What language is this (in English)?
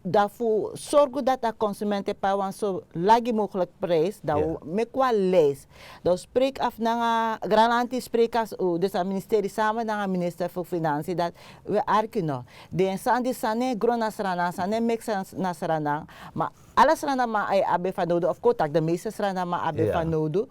Sranan Tongo